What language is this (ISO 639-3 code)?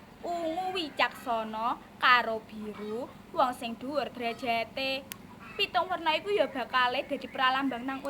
jav